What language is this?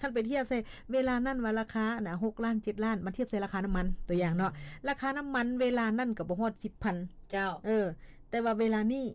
Lao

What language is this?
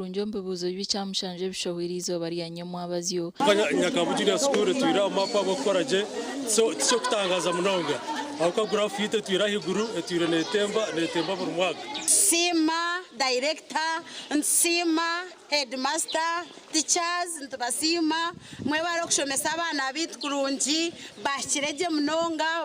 Nyankole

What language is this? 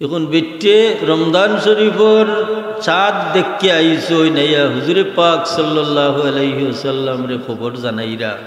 Sylheti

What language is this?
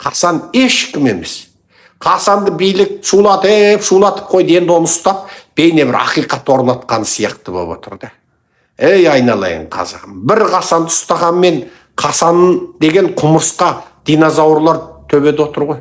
Kazakh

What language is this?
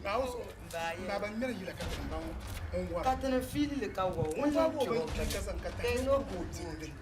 Dagbani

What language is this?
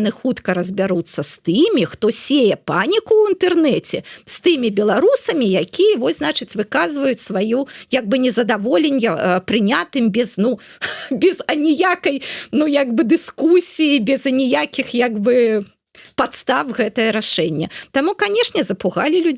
Belarusian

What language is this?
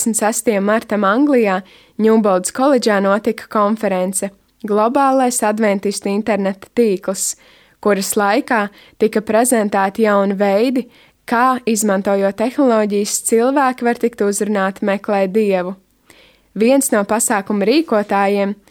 Latvian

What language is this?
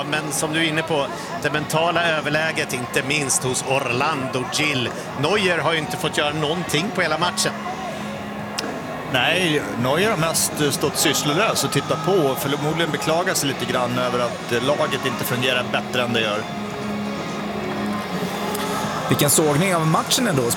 Swedish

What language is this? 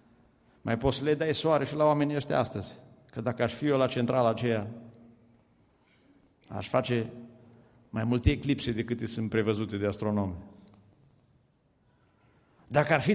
Romanian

